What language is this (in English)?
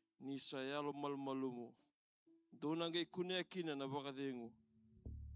Fijian